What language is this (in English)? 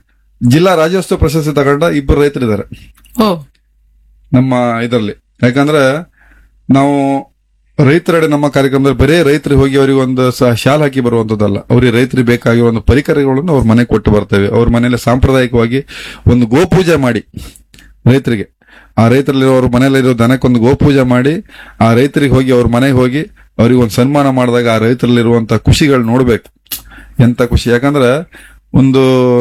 Kannada